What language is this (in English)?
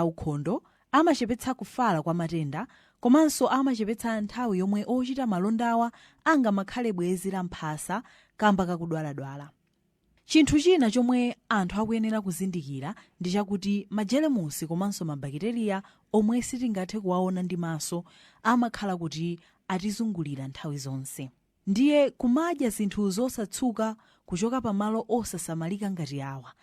Nyanja